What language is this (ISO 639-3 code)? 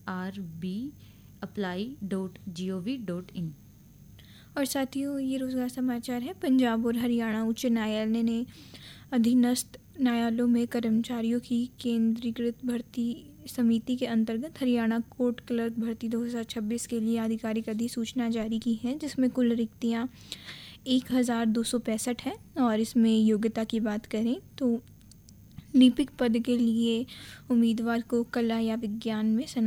hin